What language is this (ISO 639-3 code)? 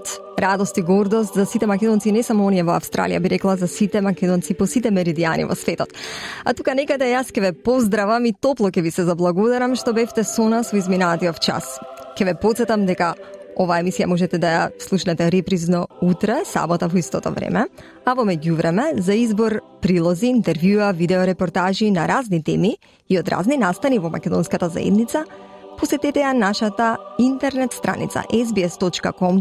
mkd